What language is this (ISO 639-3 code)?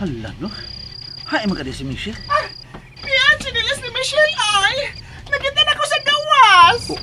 ceb